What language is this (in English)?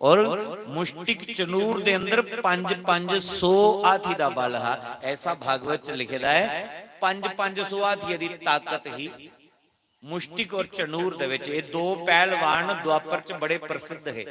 Dogri